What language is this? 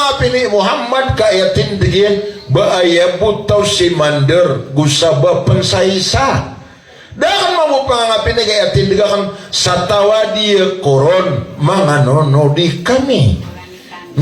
Maranao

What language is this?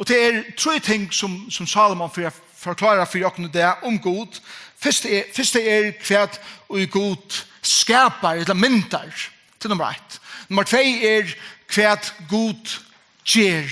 Faroese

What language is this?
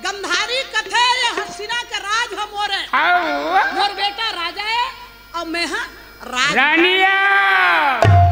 Chhattisgarhi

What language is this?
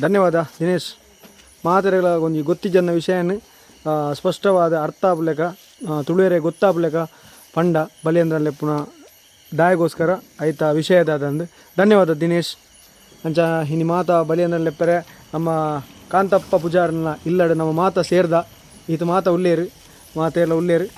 Tulu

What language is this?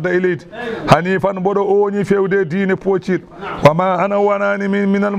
Fula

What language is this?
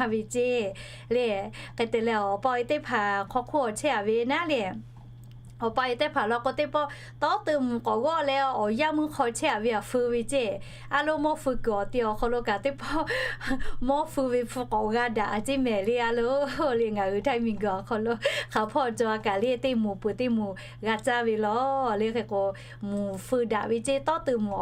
Lahu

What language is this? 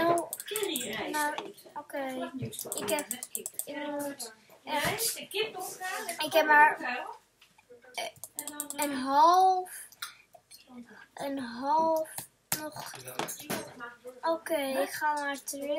Dutch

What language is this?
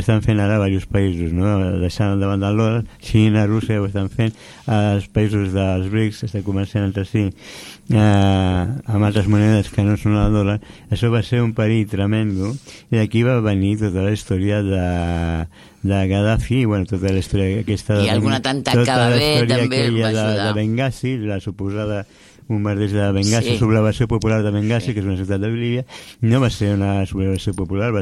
Catalan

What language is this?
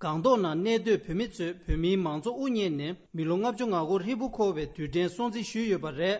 Tibetan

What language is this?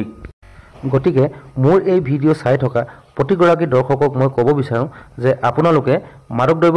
Assamese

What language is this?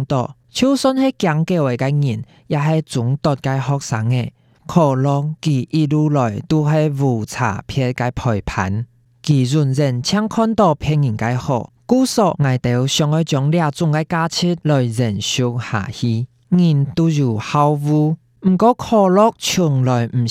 Hakka Chinese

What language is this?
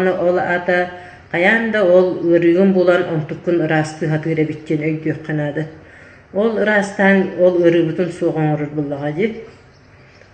Yakut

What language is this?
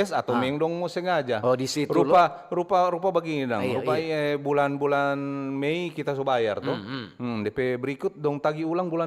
Manado Malay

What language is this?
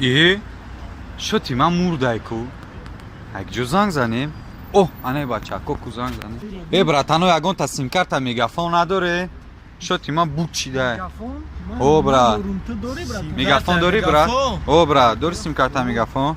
Tajik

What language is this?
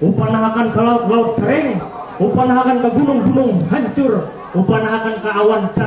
Banjar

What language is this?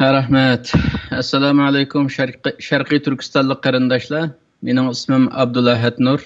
Uyghur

